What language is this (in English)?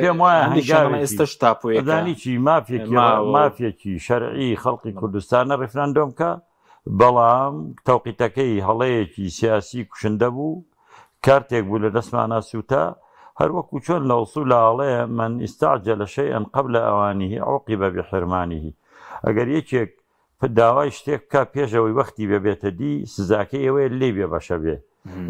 Central Kurdish